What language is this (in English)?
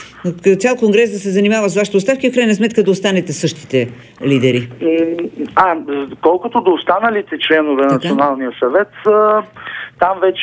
Bulgarian